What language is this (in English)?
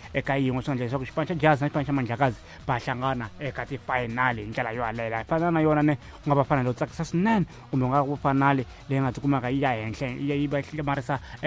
Tsonga